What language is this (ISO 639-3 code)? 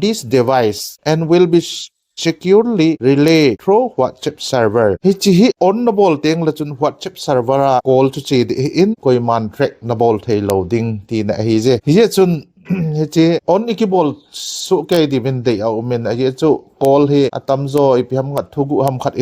tcz